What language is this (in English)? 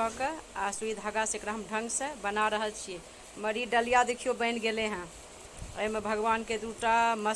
Maithili